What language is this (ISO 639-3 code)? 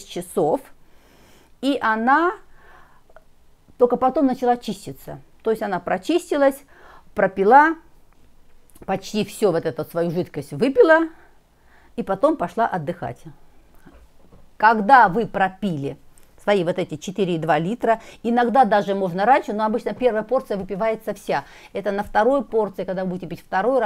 rus